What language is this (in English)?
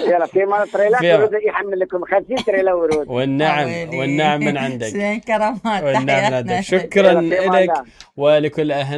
Mesopotamian Arabic